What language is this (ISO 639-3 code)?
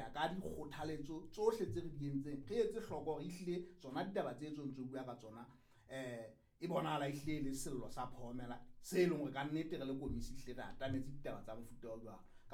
sot